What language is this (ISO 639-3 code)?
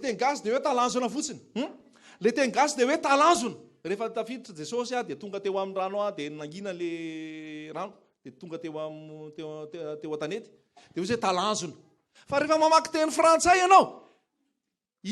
mlg